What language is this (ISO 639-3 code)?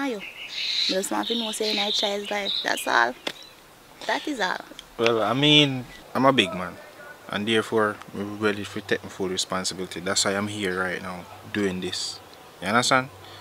jam